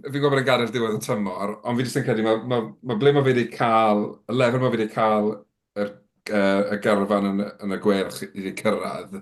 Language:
Welsh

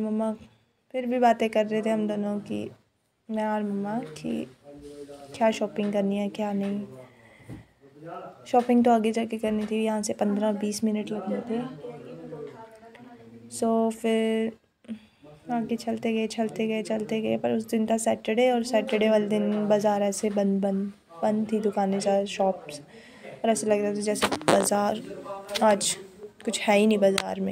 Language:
Hindi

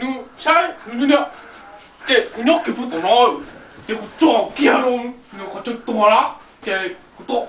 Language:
Hmong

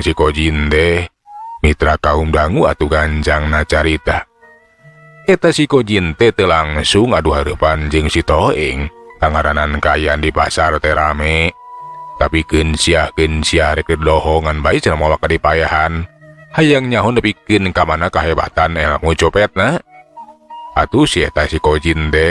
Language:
Sundanese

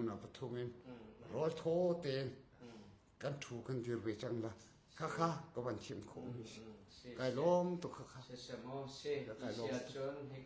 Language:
Hakha Chin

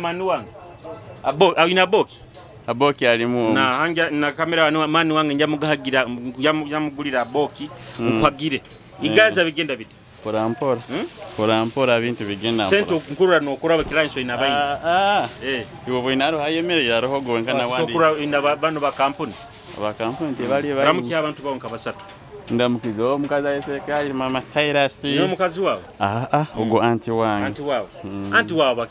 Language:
Nyoro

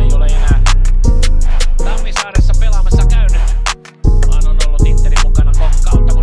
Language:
Finnish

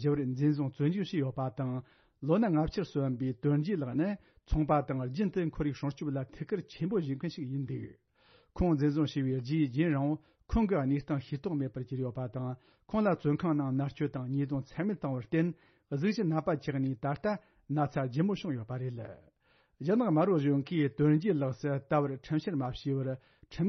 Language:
Tibetan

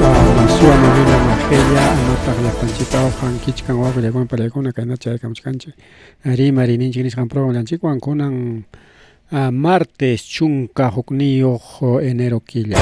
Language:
Ayacucho Quechua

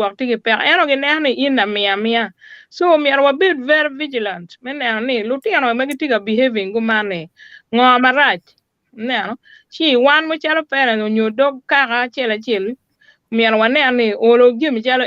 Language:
Acoli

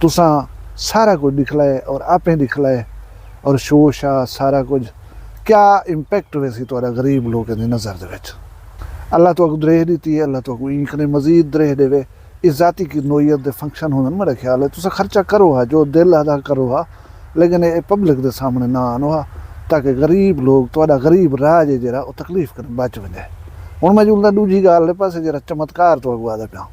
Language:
Saraiki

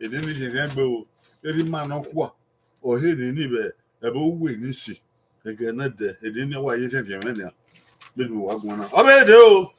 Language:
Bini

